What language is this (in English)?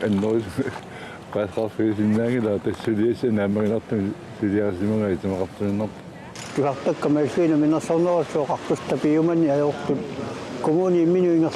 Kalaallisut